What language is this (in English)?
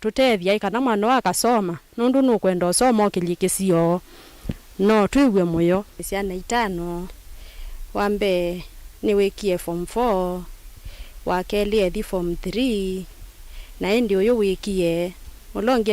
Kamba